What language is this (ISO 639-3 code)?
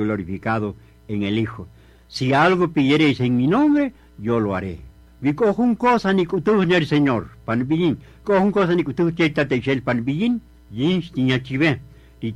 cak